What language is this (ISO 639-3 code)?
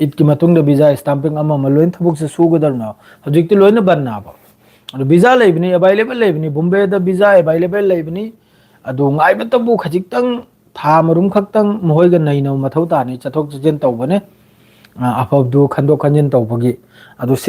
mni